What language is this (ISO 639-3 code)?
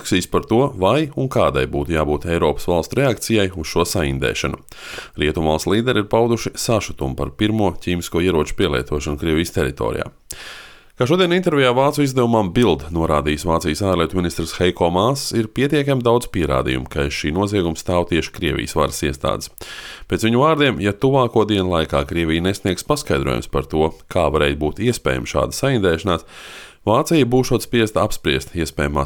lav